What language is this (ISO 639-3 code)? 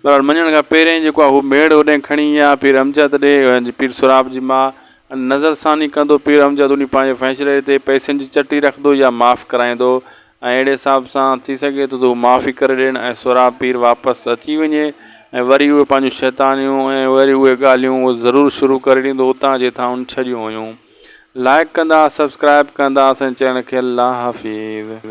snd